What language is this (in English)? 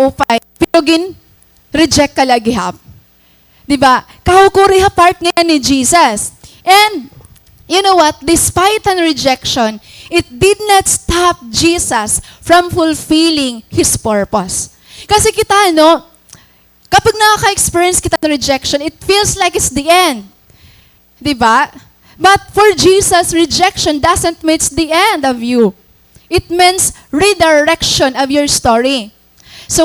Waray